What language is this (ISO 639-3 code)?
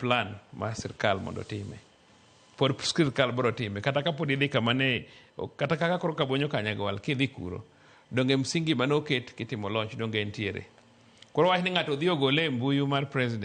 luo